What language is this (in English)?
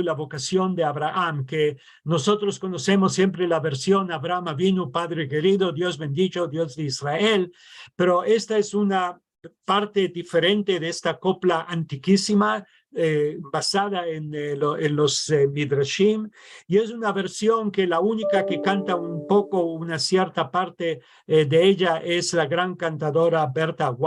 Ladino